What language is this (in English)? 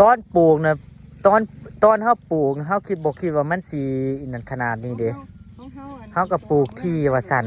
Northeastern Thai